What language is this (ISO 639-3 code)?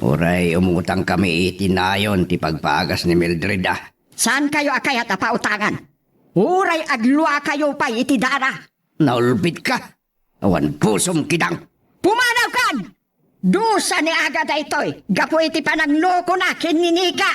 ilo